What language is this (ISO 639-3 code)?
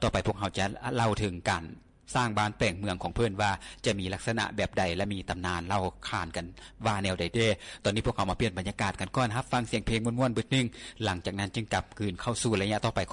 lao